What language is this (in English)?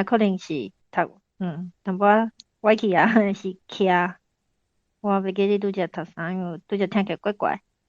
Min Nan Chinese